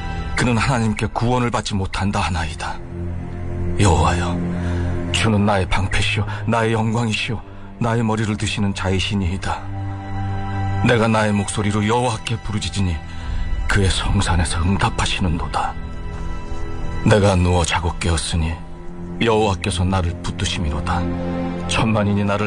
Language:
Korean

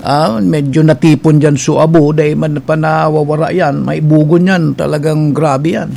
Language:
Bikol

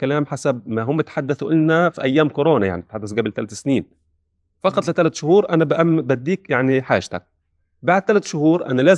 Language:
North Levantine Arabic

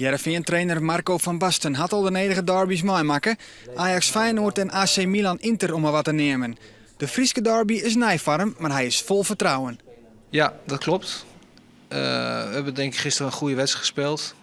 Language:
Western Frisian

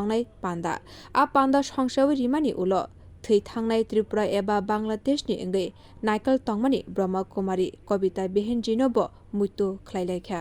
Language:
Kok Borok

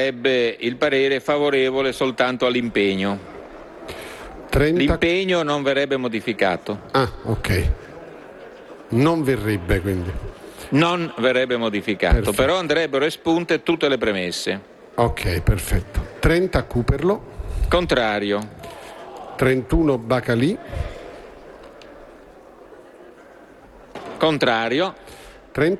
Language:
Italian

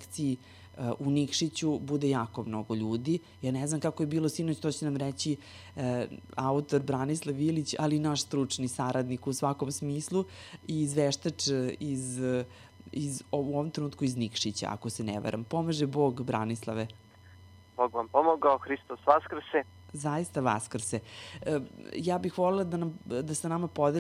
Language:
Serbian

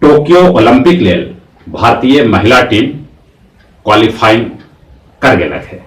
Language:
Magahi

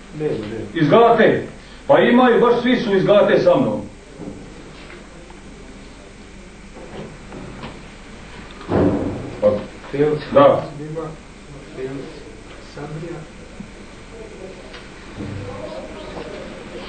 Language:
Bosnian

